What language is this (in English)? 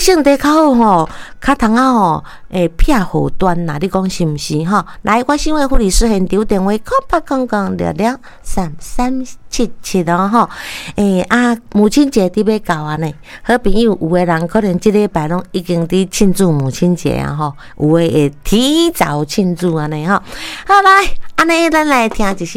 Min Nan Chinese